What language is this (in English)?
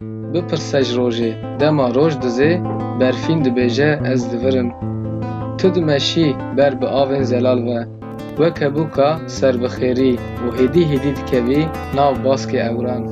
Kurdish